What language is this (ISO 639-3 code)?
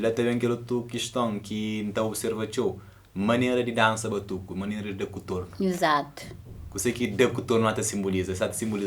kea